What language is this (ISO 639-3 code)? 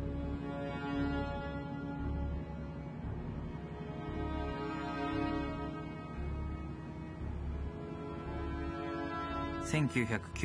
jpn